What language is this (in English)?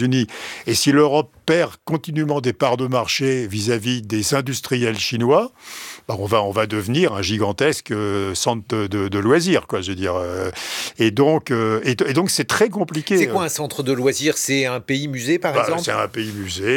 French